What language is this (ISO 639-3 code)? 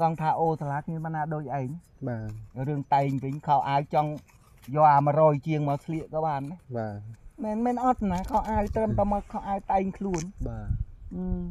khm